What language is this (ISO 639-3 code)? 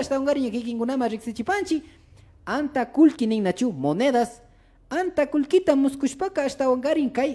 qvi